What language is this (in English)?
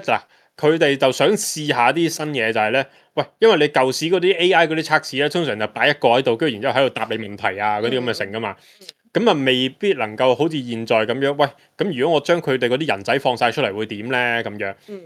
Cantonese